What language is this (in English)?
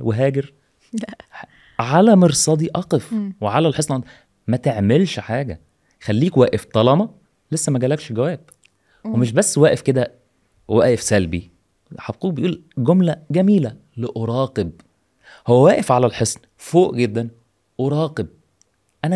Egyptian Arabic